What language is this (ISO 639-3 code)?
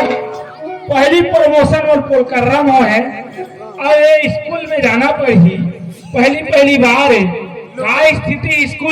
hne